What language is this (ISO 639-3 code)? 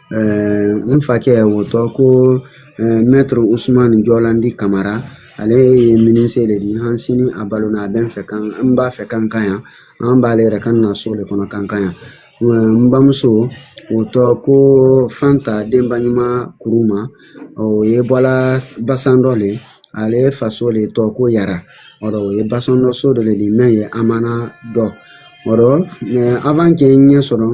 bam